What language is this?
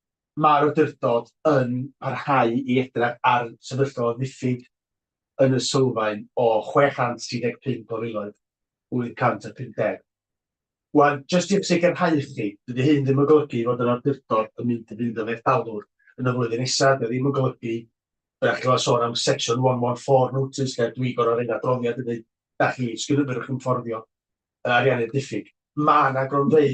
Welsh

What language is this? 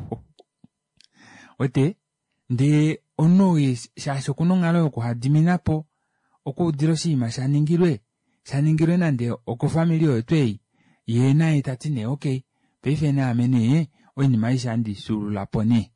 Kuanyama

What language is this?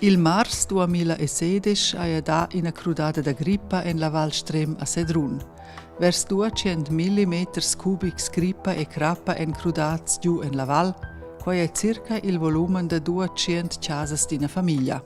Romansh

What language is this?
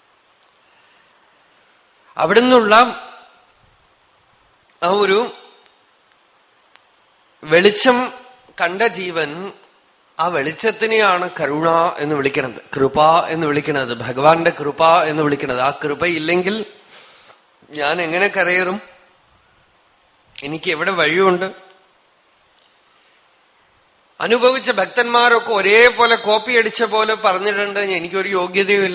Malayalam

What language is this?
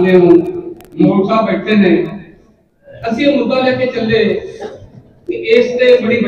Punjabi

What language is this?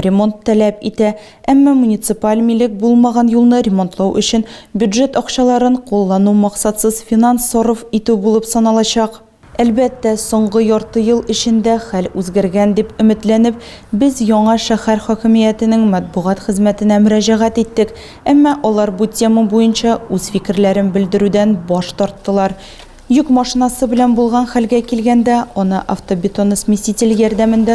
Tatar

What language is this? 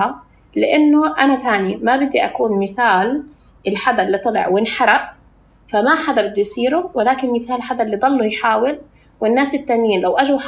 North Levantine Arabic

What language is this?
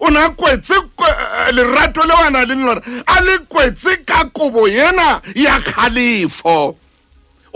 Southern Sotho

